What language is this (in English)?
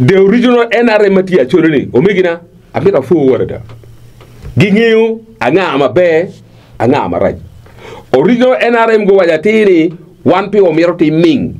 Acoli